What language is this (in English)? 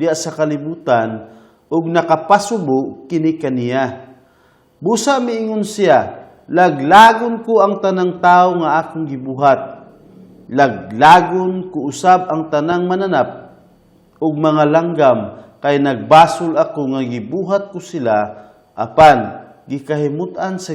Cebuano